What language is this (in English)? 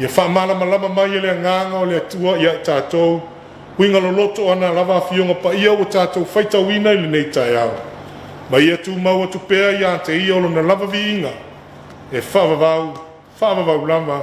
Samoan